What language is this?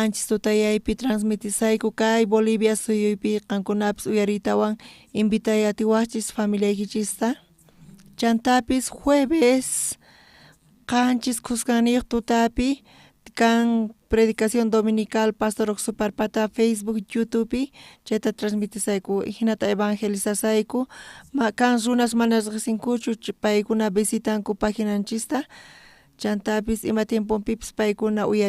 South Bolivian Quechua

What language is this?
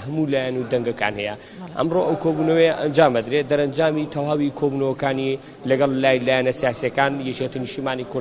Central Kurdish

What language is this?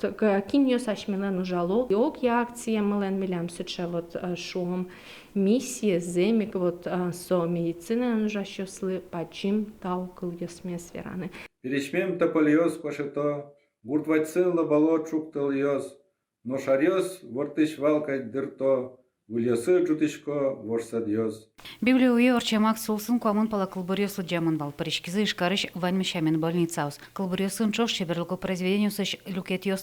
Udmurt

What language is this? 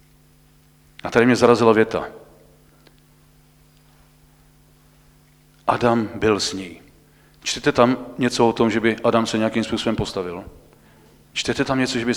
Czech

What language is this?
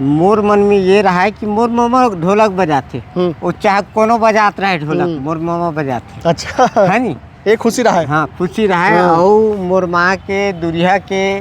Chhattisgarhi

